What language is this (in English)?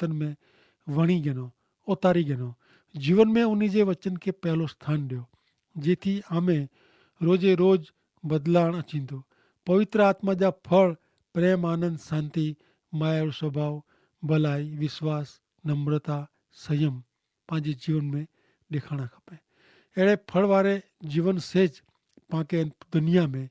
Kachhi